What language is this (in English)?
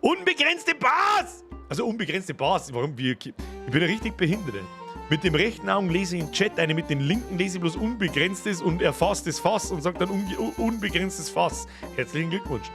Bavarian